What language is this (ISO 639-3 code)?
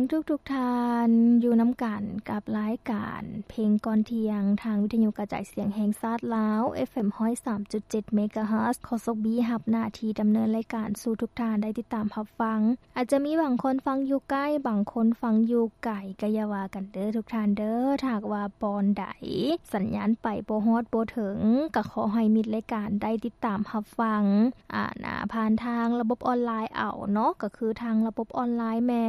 lao